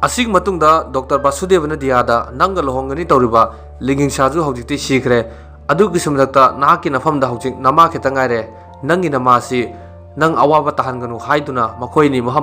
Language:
Manipuri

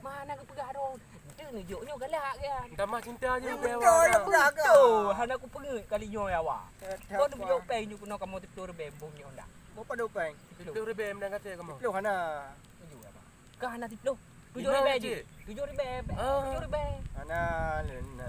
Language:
Achinese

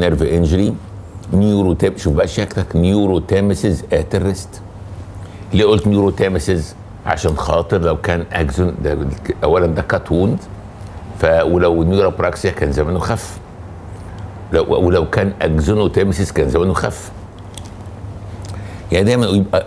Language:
Egyptian Arabic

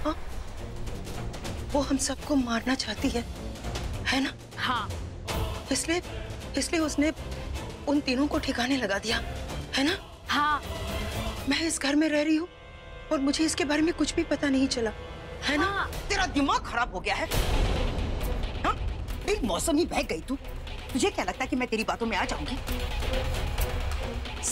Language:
Hindi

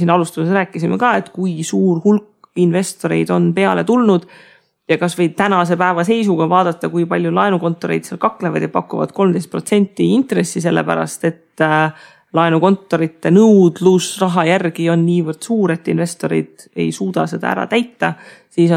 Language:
Estonian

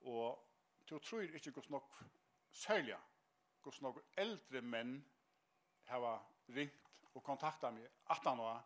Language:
Faroese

